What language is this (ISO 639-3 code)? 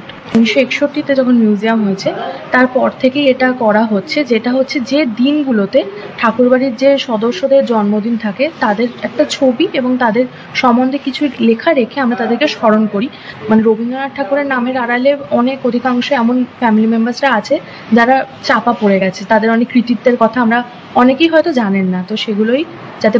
ben